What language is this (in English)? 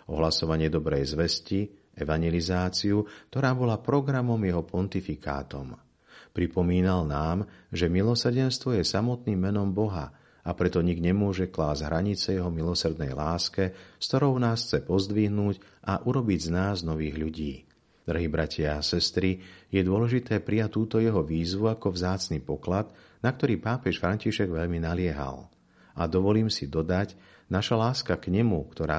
Slovak